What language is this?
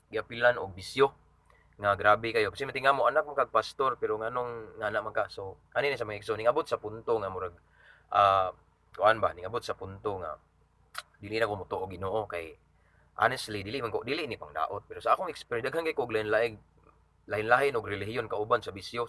Cebuano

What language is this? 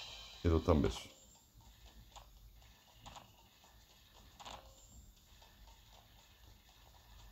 Bulgarian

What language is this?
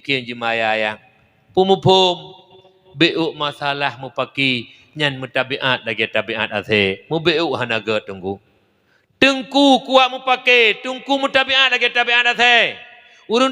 Achinese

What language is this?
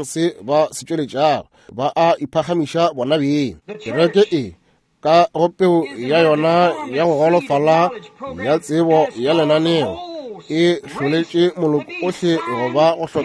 Northern Sotho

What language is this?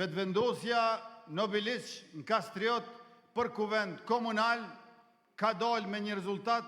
Albanian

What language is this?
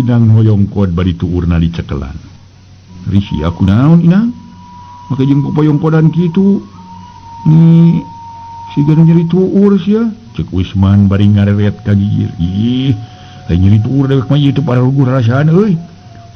Sundanese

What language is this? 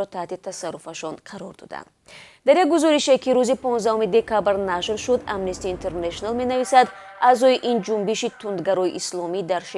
Tajik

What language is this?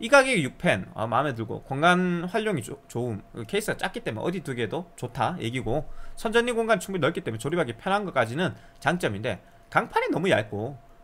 Korean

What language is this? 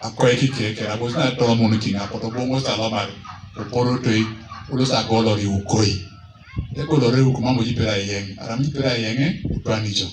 Teso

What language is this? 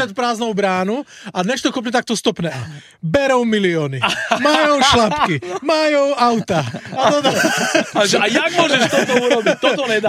Slovak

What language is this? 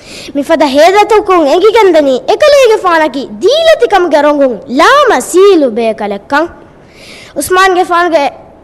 Divehi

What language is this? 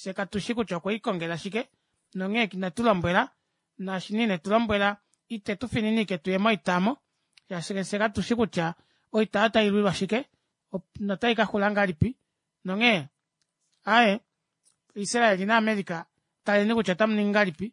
Kuanyama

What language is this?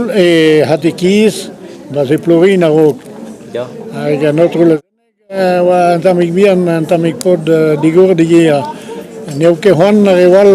Breton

